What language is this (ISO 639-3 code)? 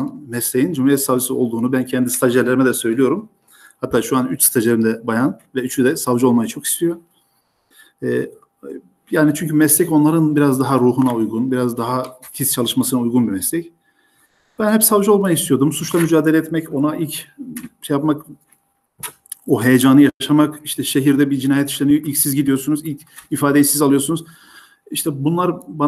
tur